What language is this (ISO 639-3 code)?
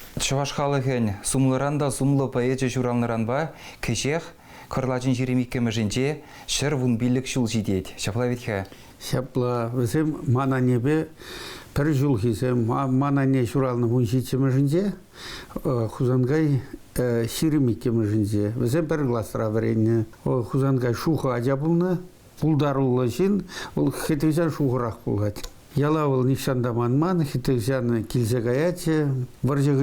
chv